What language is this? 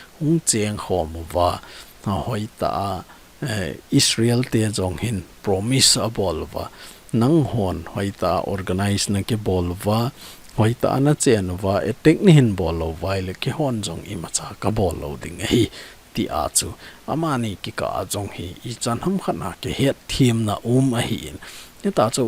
Thado Chin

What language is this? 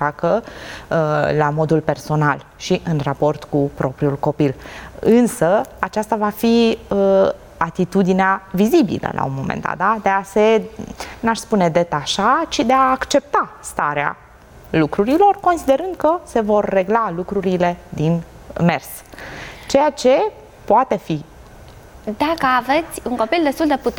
Romanian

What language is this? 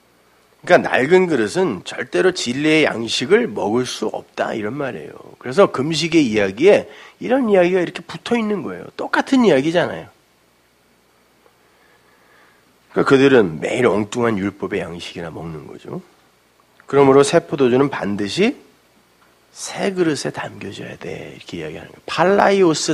Korean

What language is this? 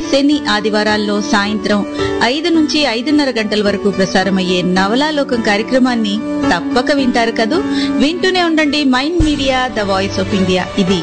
Telugu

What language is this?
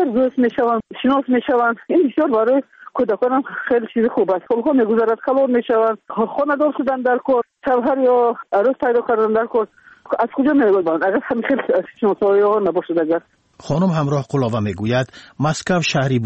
Tajik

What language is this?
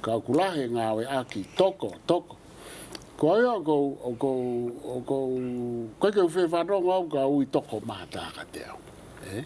Tongan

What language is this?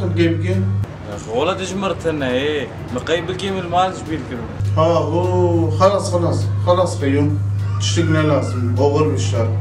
Kurdish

